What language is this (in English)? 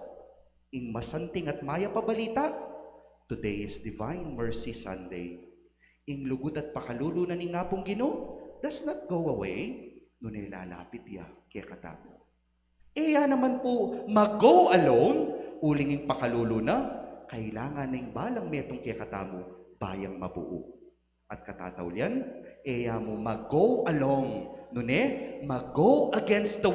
Pampanga